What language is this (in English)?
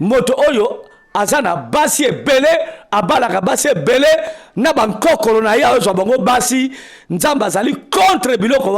Lingala